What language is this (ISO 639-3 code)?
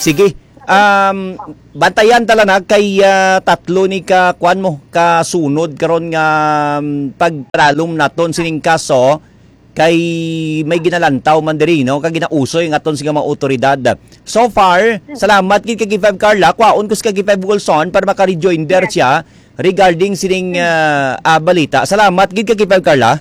hil